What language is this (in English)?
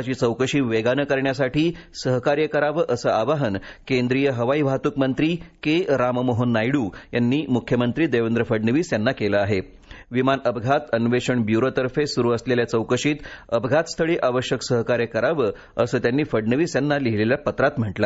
Marathi